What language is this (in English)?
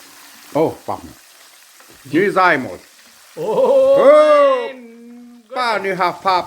Plautdietsch